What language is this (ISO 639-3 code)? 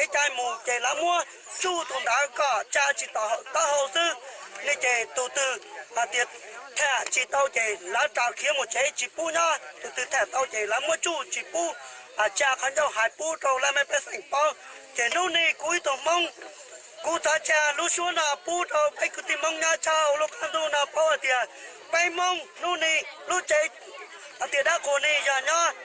hmn